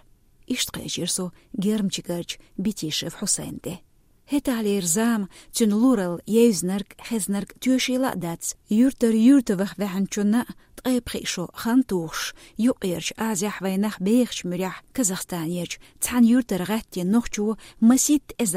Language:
Chechen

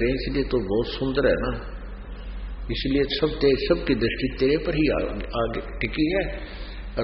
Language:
Hindi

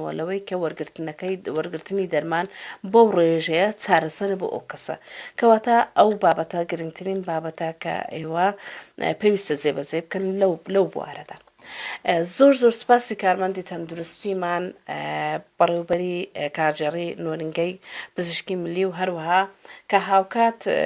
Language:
Central Kurdish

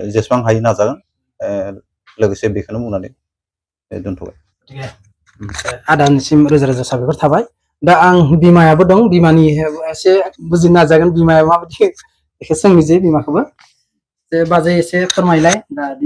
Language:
Bodo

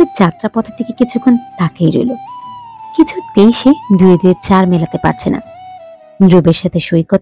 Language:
Bangla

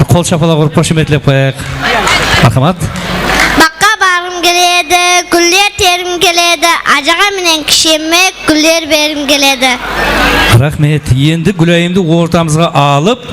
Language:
Kara-Kalpak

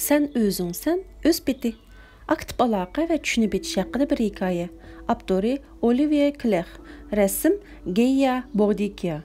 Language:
Uyghur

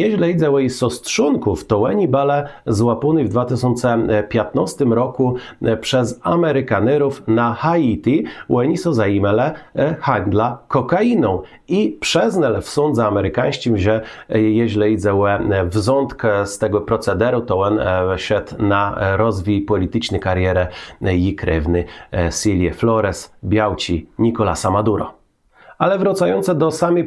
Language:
Kashubian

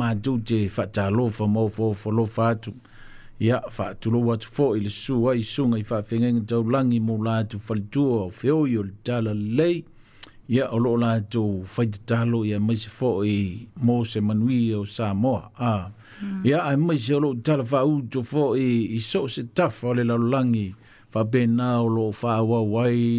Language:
Samoan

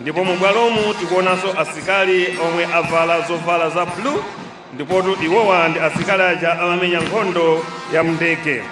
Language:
Nyanja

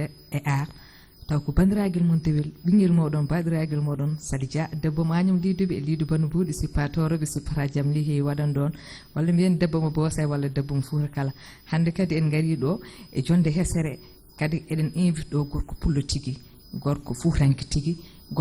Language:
Fula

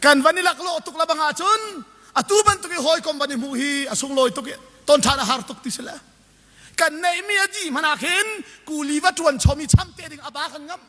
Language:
Hakha Chin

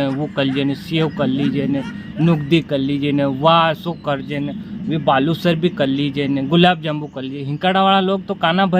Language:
Rajasthani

